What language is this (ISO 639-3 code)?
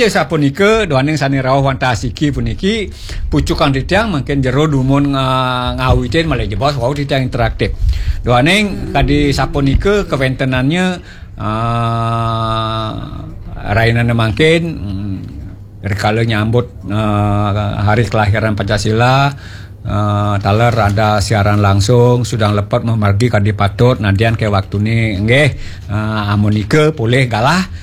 ban